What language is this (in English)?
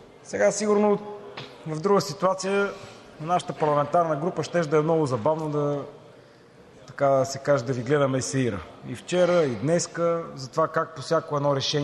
Bulgarian